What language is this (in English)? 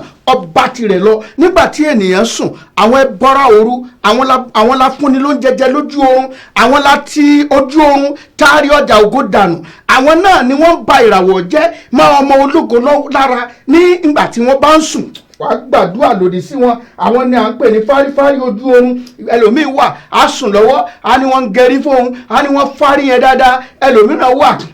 Yoruba